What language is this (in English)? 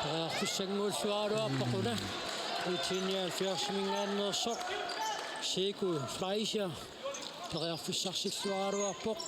Kalaallisut